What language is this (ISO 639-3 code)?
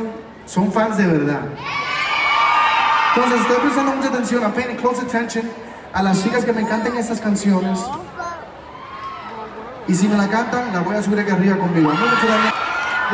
spa